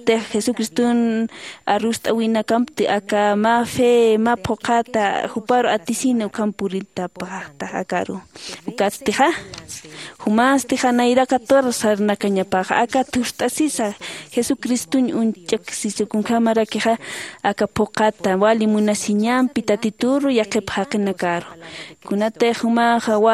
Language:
Aymara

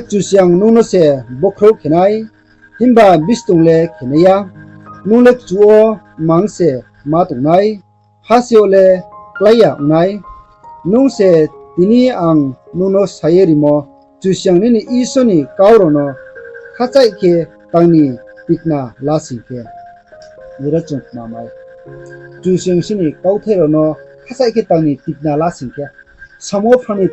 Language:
Riang (India)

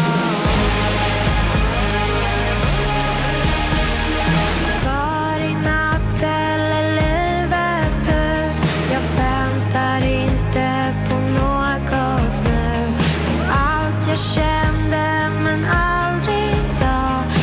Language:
Swedish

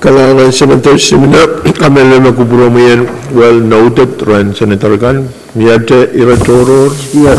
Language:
Pohnpeian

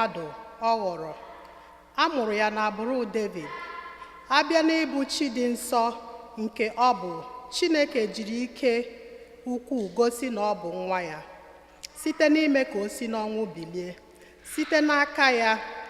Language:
Igbo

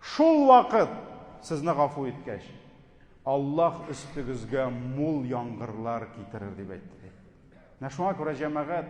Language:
Tatar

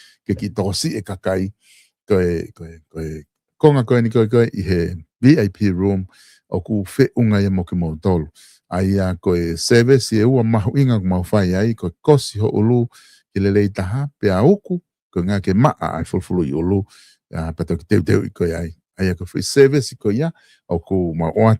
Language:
Tongan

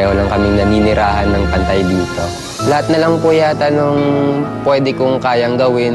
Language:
Filipino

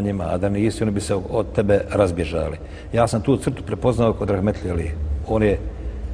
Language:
Bosnian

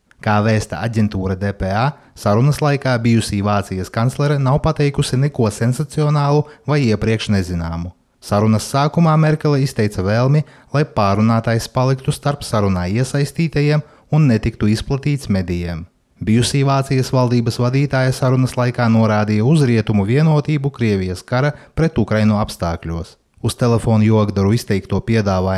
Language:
Latvian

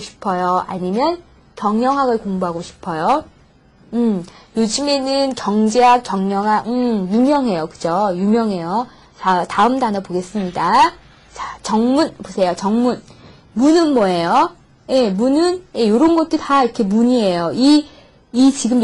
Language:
Korean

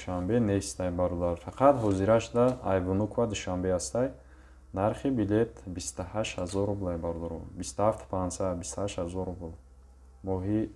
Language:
Tajik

